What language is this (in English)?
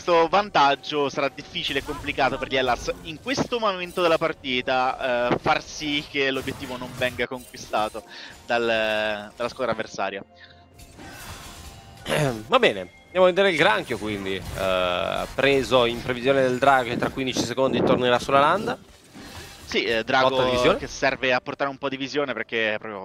Italian